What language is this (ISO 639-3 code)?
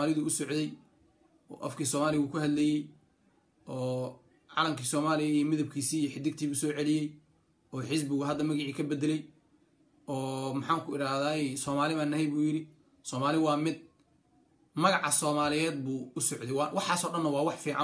som